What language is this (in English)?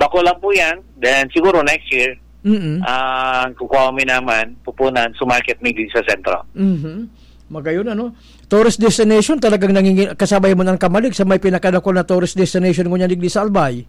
Bikol